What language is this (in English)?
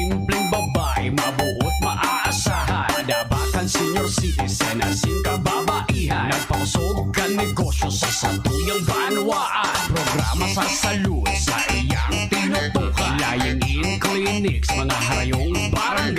Bikol